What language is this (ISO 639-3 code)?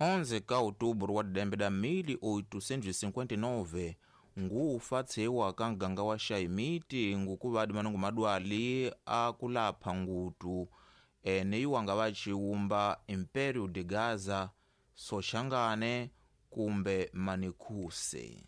tso